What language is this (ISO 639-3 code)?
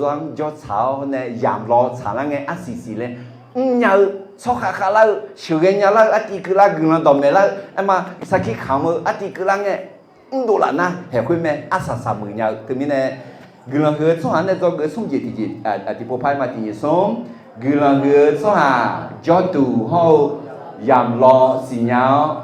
ahk